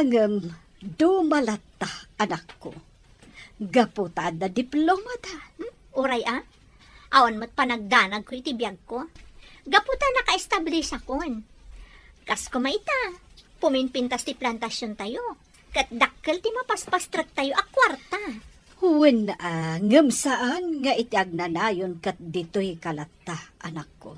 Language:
Iloko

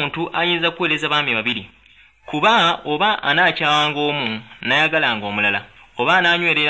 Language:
Ganda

